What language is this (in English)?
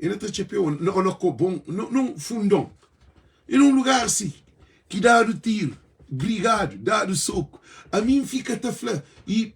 Kabuverdianu